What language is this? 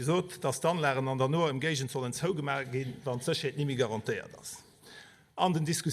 Luxembourgish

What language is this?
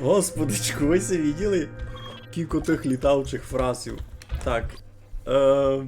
Rusyn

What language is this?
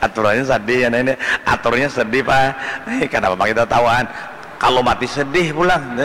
Banjar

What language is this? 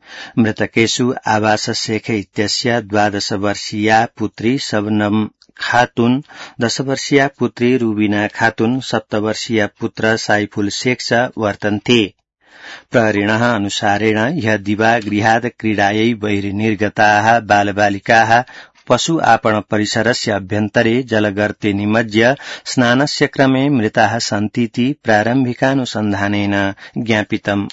Sanskrit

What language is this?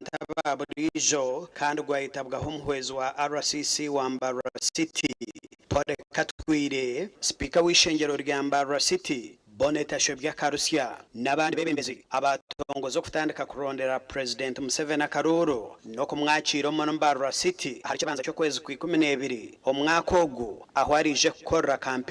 Nyankole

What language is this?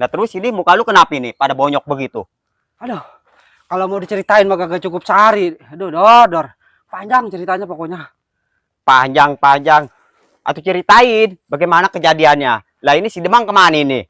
Betawi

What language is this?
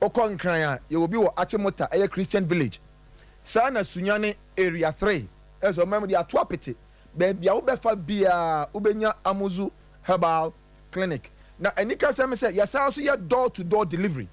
Akan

